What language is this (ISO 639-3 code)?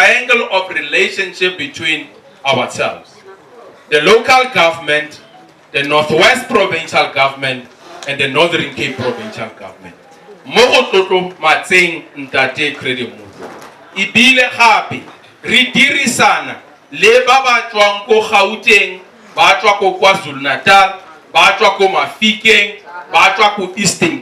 tsn